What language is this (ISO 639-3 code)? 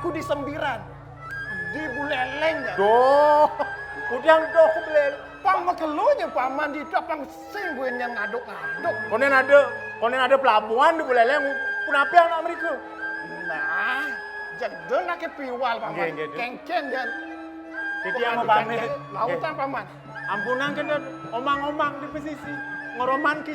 ban